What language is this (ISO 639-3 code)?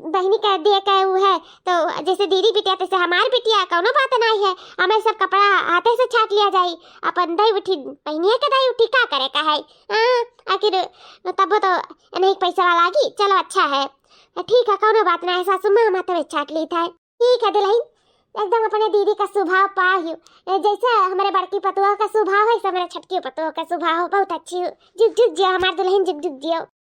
awa